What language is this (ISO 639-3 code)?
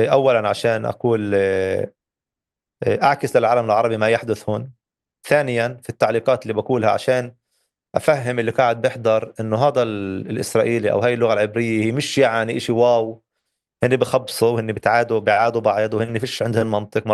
apc